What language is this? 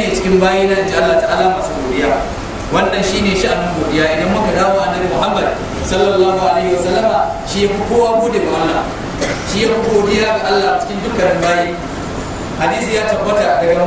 Hausa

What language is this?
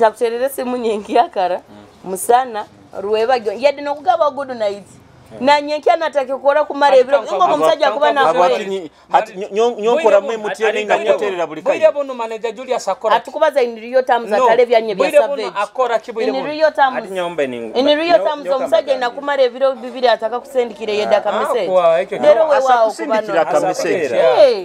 Nyoro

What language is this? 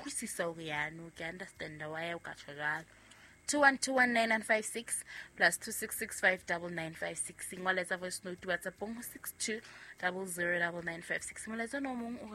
Southern Sotho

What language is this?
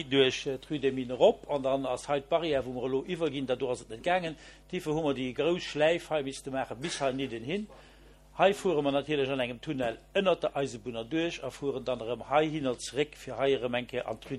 Luxembourgish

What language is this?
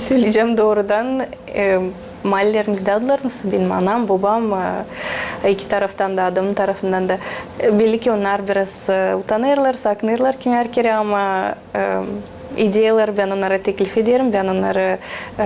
Gagauz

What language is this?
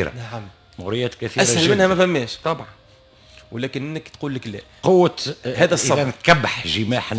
Tunisian Arabic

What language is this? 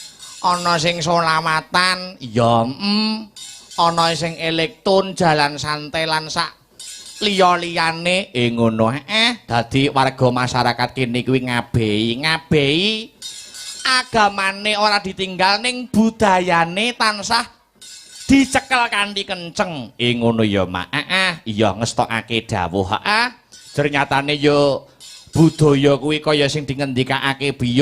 Javanese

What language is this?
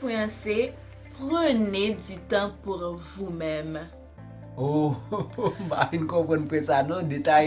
Haitian Creole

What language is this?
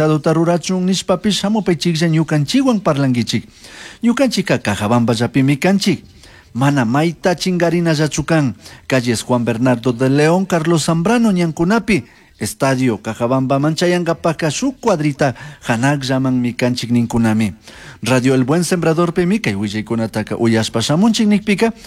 Chimborazo Highland Quichua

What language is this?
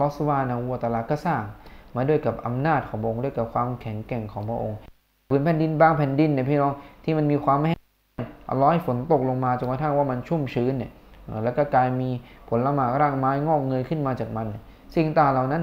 Thai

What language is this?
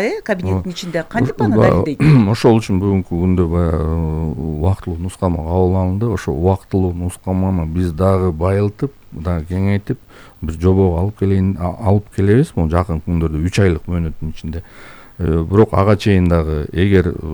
Kyrgyz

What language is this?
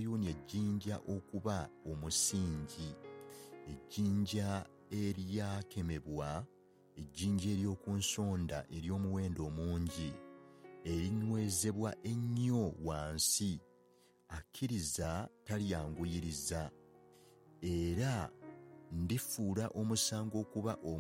Ganda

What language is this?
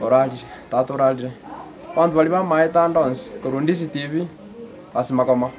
Gusii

